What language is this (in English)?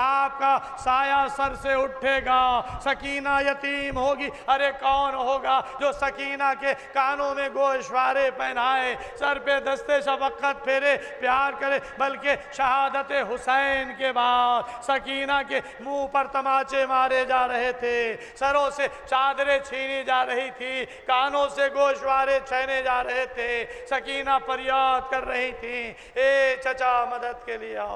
Urdu